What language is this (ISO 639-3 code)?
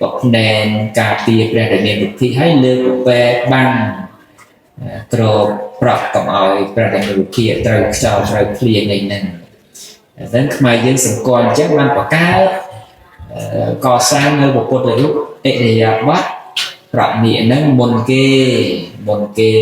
khm